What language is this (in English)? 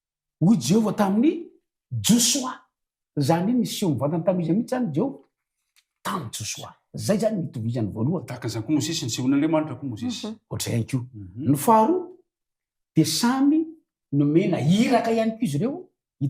Malagasy